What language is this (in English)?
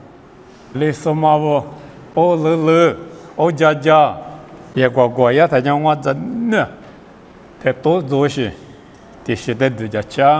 Lisu